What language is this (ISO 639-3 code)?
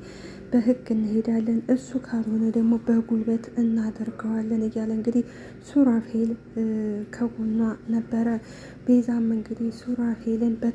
amh